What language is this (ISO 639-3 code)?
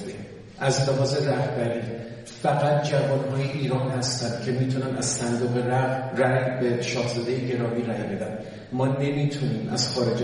fas